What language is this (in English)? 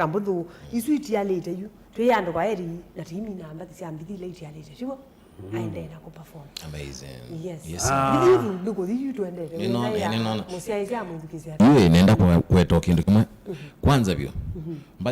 Kamba